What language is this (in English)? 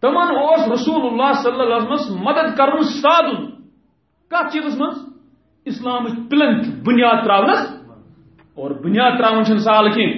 Kashmiri